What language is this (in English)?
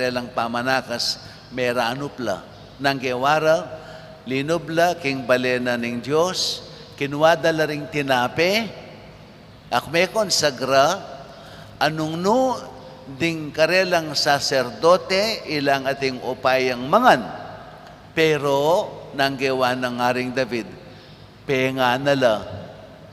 Pampanga